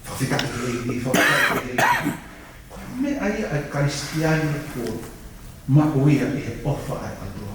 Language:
Tongan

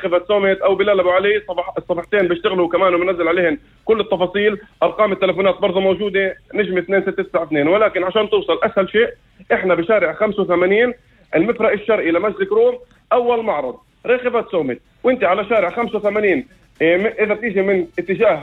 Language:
North Levantine Arabic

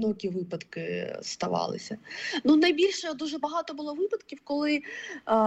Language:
Ukrainian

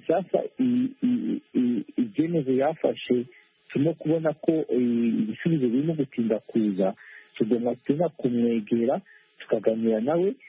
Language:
Kinyarwanda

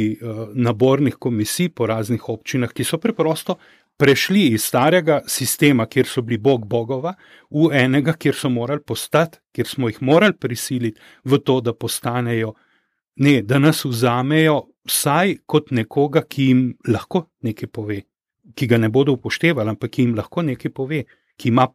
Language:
Slovenian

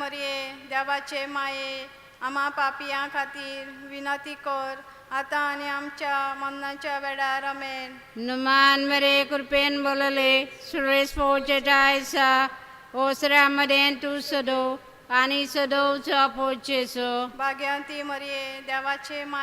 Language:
Konkani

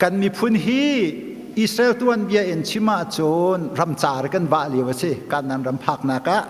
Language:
Hakha Chin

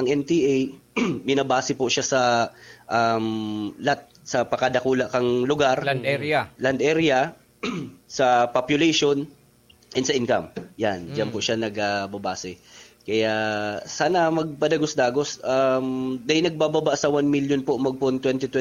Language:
Bikol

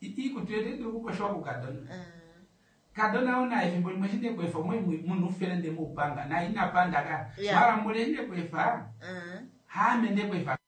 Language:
Kuanyama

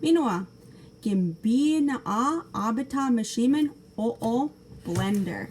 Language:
Chippewa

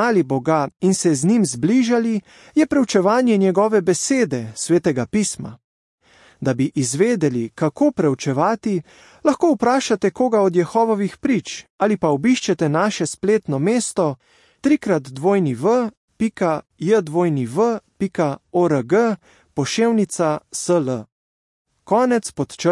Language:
Slovenian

